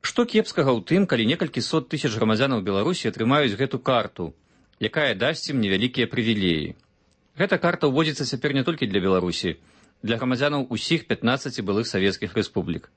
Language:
Belarusian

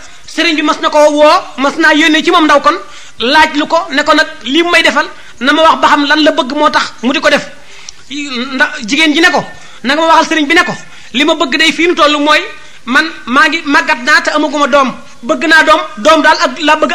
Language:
Wolof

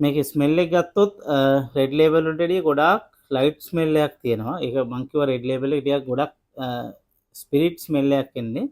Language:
Sinhala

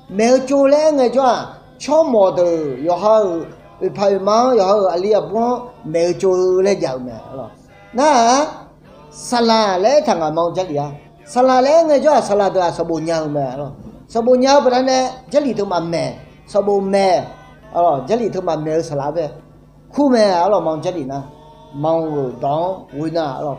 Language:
Akha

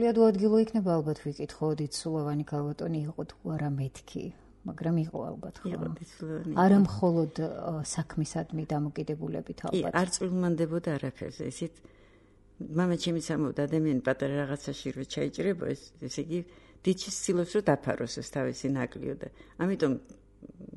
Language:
Georgian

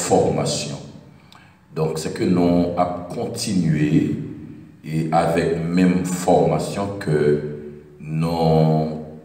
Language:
French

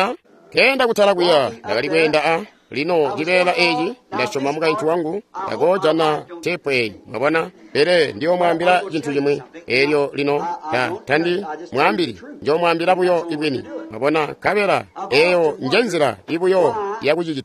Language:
Tonga (Zambia)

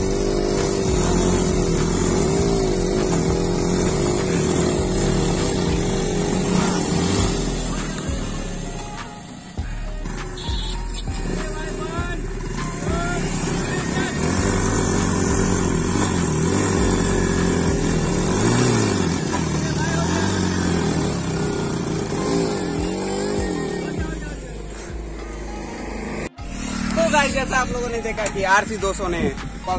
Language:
Hindi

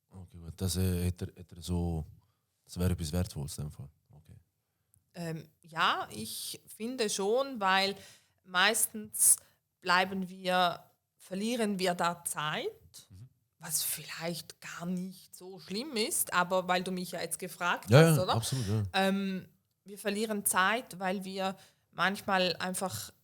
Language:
Swiss German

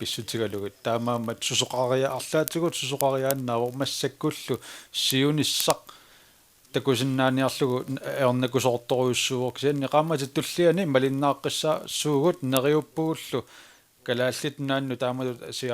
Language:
Kalaallisut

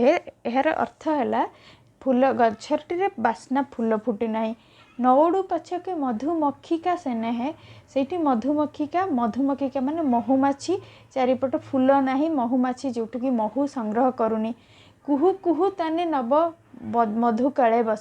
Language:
Odia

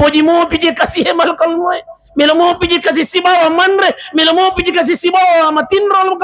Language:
Buginese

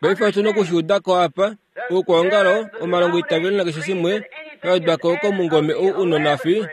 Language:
Kuanyama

